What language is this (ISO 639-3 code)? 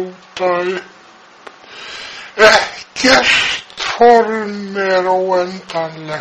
isl